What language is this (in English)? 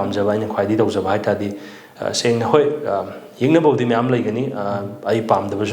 Manipuri